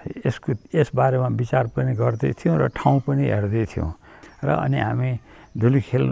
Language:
Nepali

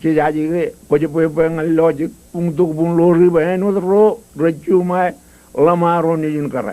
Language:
Marshallese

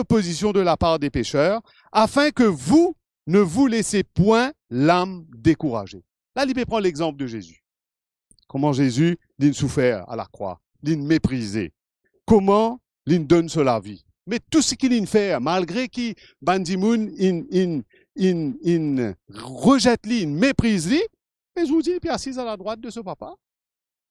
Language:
Morisyen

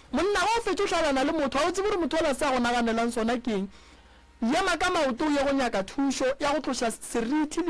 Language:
Northern Sotho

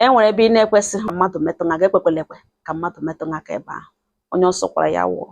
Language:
Igbo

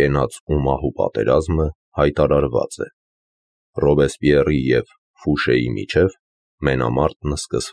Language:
Armenian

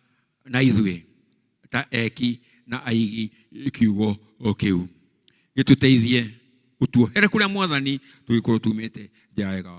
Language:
Kikuyu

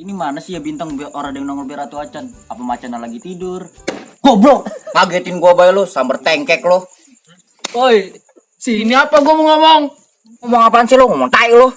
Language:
Betawi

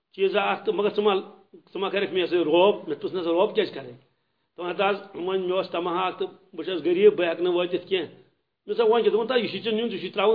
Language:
Kashmiri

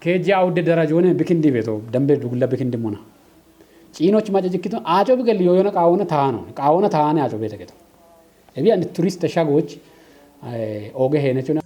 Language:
Kafa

